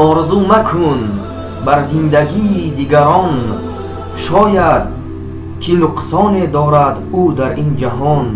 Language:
Tajik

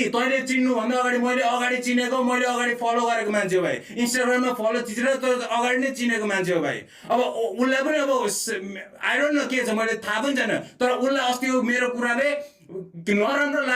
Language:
Nepali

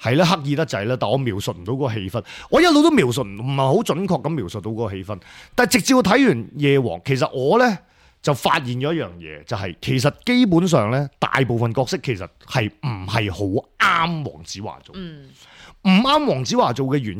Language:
Cantonese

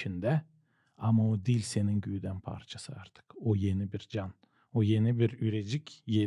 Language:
Gagauz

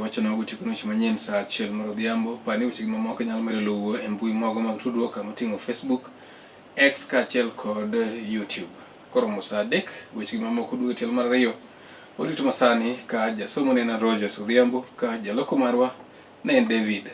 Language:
Luo (Kenya and Tanzania)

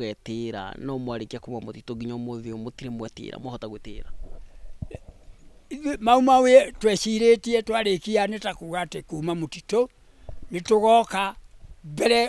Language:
Kikuyu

